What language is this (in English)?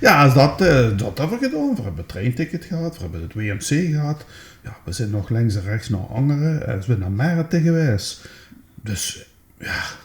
Limburgish